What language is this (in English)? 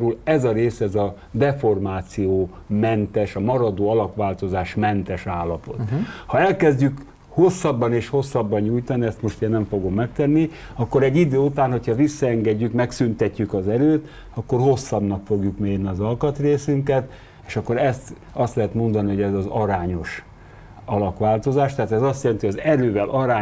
Hungarian